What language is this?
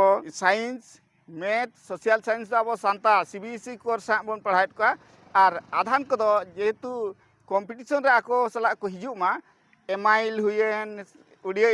Santali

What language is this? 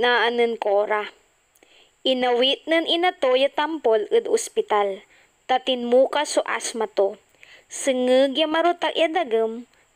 Pangasinan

